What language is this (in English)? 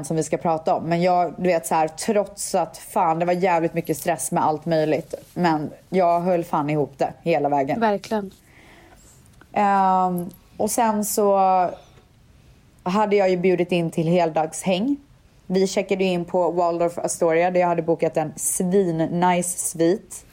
Swedish